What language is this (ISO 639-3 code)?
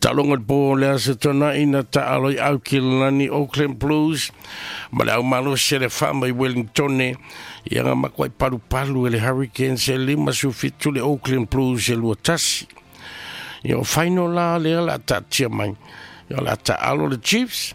smo